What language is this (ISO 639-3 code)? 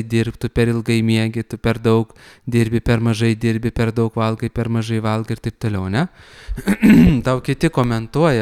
lit